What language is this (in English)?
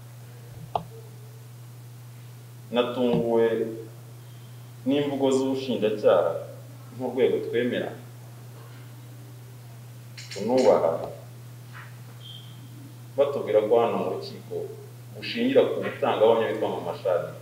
Kinyarwanda